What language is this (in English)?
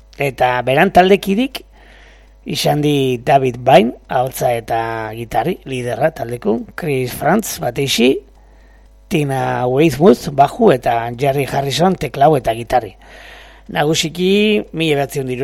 Basque